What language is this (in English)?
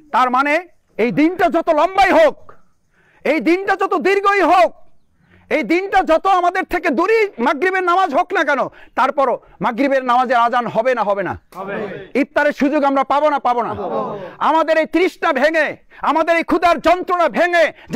Bangla